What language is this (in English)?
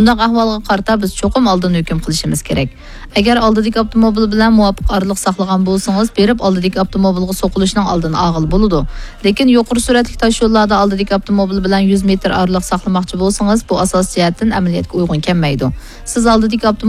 Uyghur